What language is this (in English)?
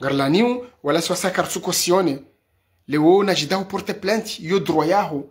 Ngazidja Comorian